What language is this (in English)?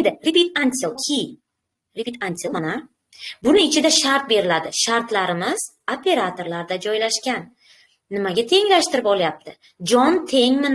Uzbek